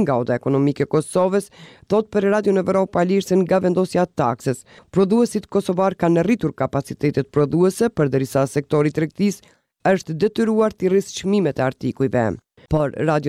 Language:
Albanian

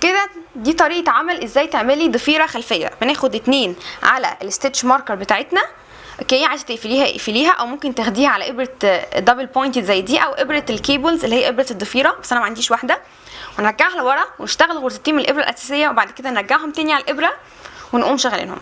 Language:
Egyptian Arabic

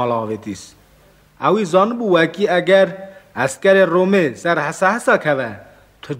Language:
Kurdish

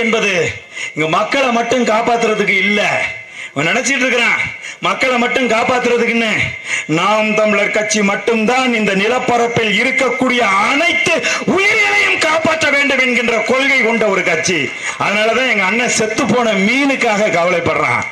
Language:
Tamil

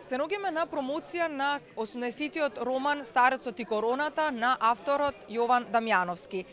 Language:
Macedonian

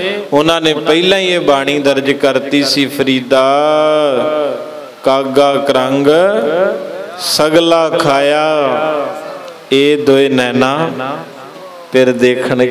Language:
Punjabi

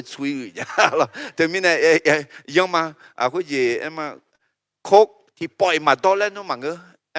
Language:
Akha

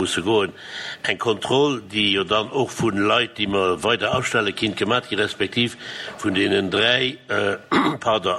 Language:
Luxembourgish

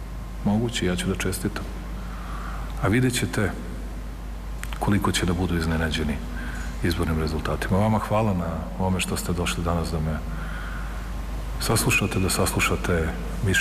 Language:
Serbian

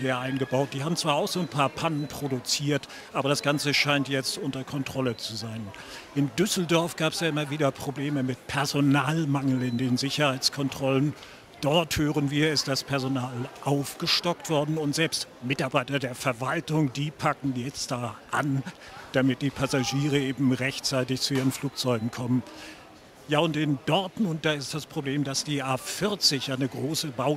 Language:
German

